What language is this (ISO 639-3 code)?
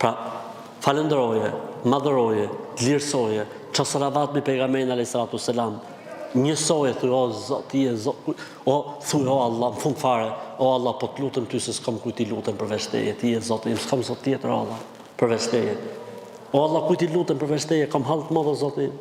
sqi